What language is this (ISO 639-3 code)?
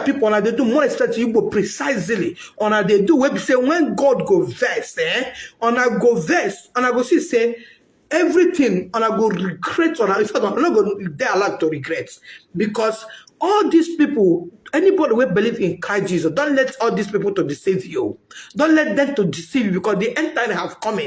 ibo